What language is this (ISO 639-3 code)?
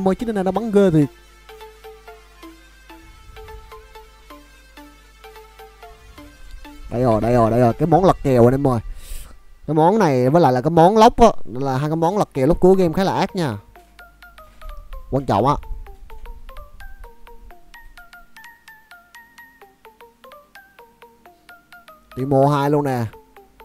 vie